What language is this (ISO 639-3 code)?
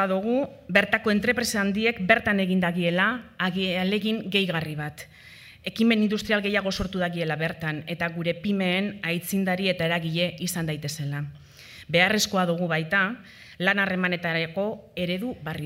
eus